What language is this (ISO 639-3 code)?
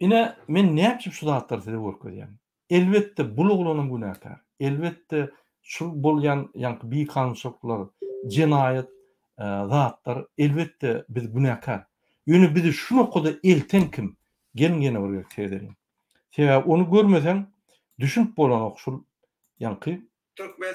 tuk